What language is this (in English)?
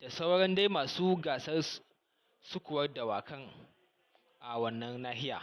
Hausa